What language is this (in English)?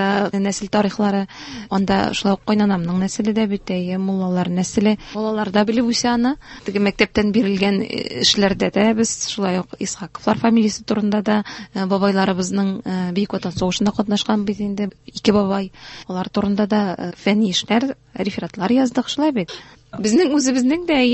Tatar